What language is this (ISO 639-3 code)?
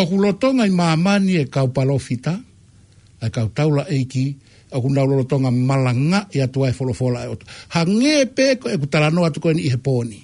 ton